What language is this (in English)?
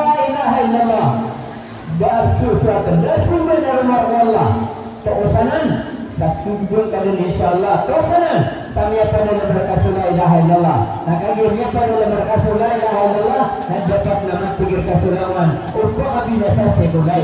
Maranao